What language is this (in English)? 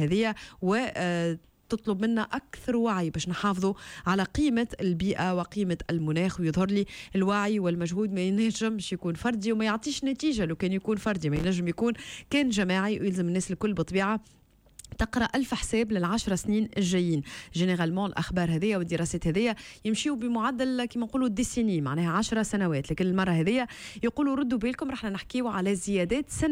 Tunisian Arabic